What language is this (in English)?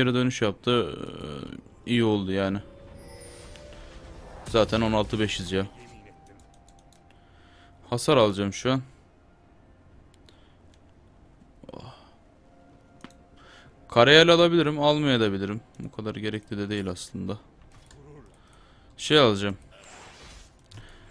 Turkish